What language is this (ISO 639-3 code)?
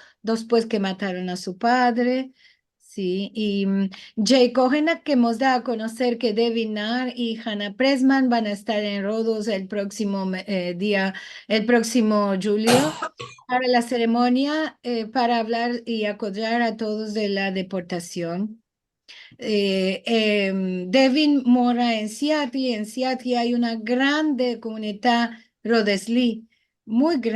lad